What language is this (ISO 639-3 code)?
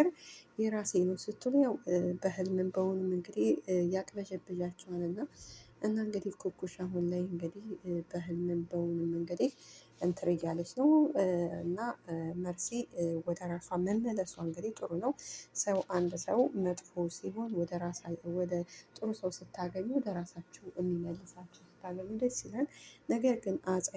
amh